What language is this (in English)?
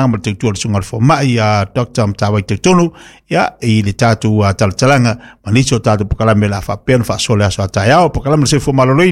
Samoan